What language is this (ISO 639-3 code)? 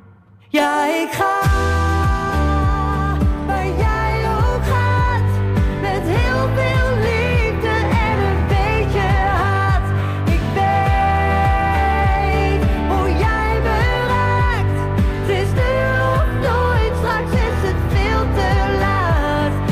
nld